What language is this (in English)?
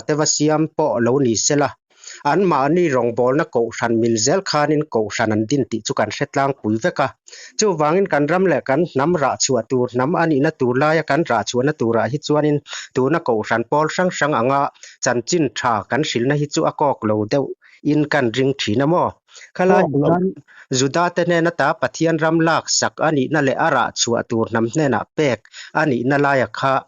Mizo